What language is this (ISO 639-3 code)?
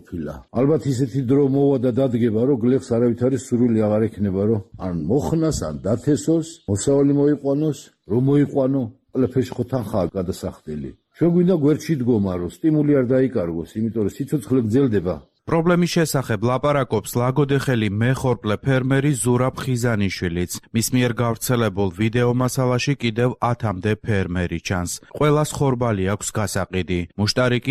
kat